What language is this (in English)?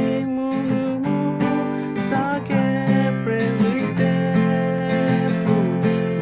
Western Kayah